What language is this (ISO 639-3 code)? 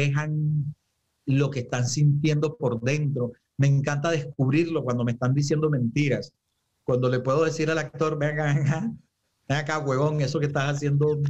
spa